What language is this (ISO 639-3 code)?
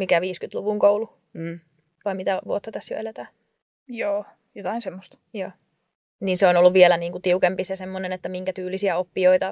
fin